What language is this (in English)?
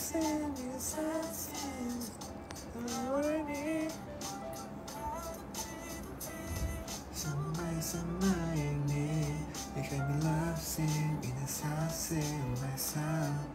Thai